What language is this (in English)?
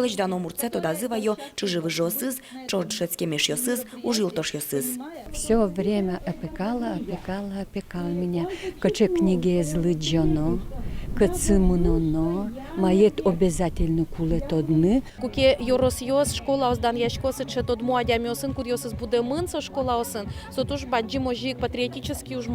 Udmurt